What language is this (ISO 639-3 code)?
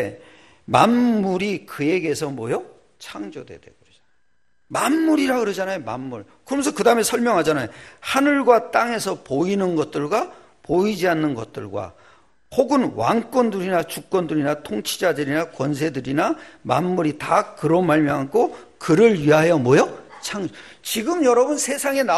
kor